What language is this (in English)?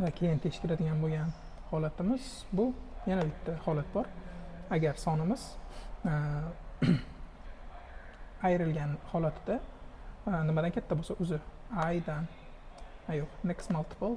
Uzbek